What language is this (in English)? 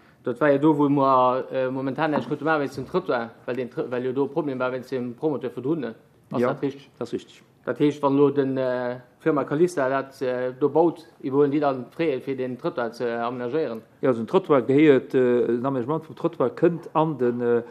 Luxembourgish